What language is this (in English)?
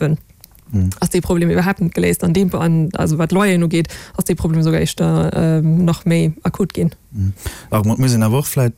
Luxembourgish